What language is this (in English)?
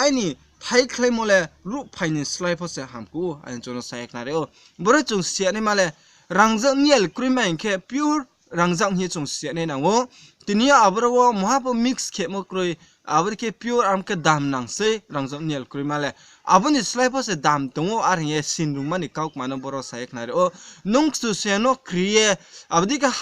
Riang (India)